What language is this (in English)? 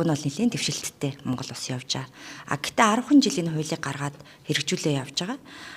Mongolian